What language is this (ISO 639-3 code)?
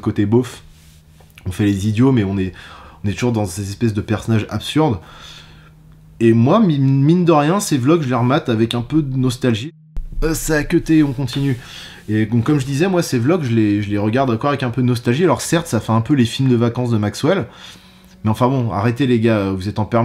fra